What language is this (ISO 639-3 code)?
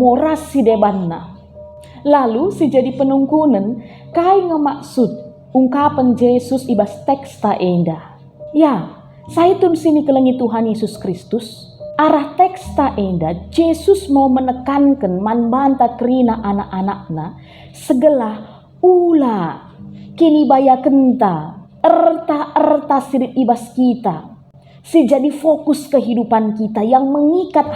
btx